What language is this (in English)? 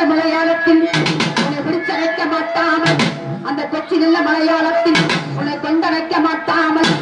Tamil